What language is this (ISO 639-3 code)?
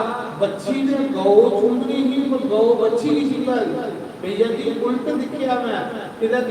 doi